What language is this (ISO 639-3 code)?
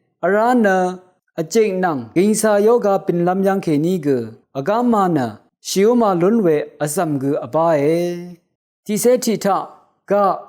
raw